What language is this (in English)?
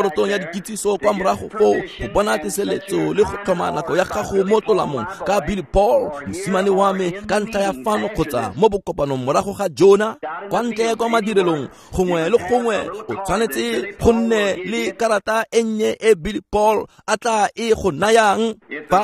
Tswana